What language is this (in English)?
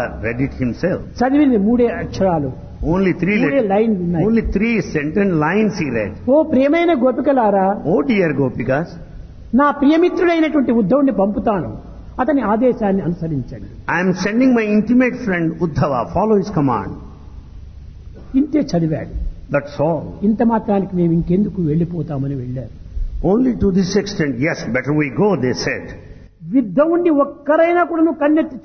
Telugu